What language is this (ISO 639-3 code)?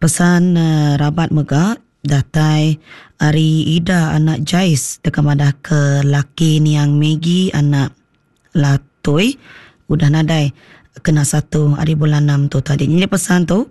iba